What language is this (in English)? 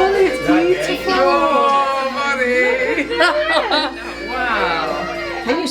Cornish